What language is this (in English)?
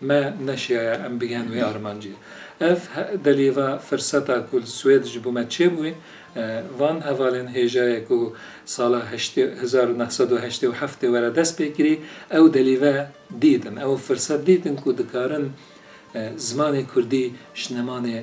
Kurdish